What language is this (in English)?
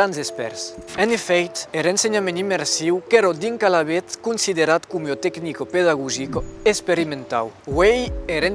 Occitan